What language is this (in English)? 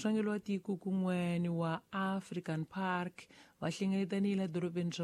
Tsonga